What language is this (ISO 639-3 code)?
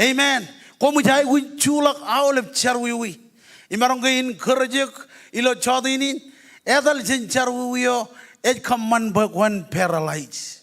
mah